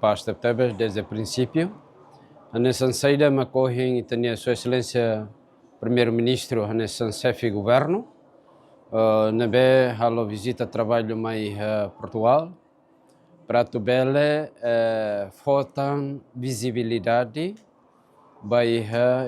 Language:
Tetum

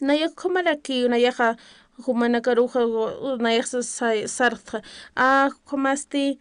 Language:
Aymara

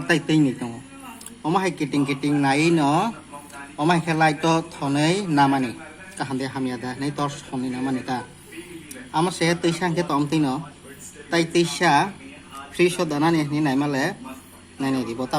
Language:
Kok Borok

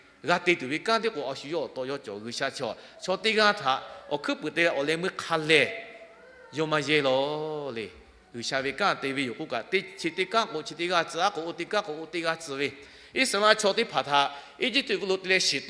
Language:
Lahu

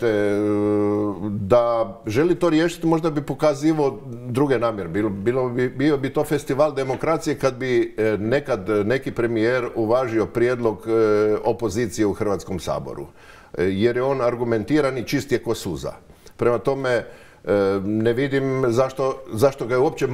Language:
Croatian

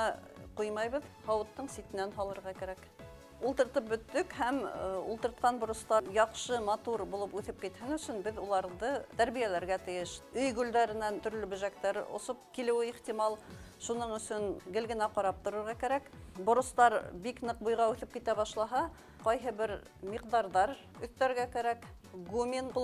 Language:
Bashkir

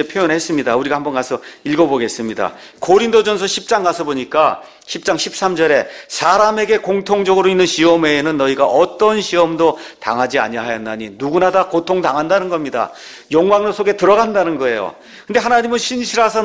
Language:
Korean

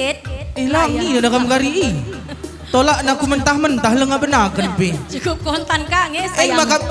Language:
Batak Karo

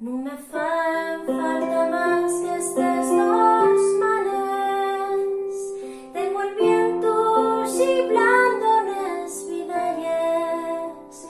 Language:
Asturian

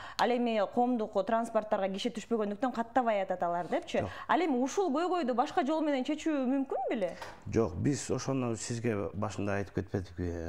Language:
Kyrgyz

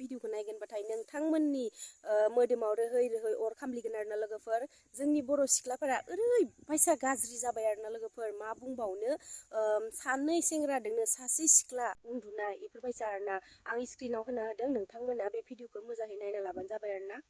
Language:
Bodo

